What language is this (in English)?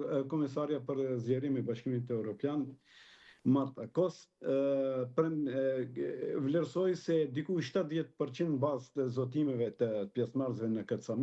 Albanian